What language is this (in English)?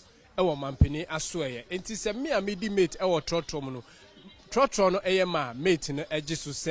Akan